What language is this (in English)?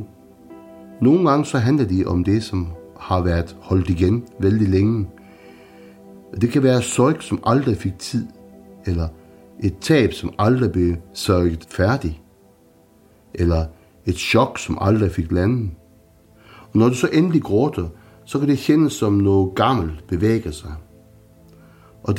Danish